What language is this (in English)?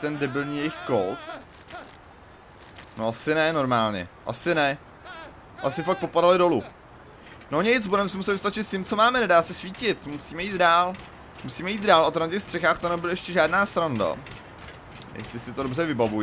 Czech